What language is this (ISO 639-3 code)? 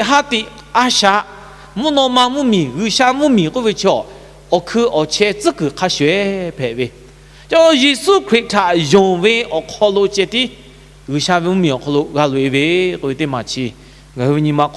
lhu